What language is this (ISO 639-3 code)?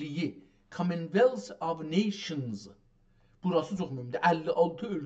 azb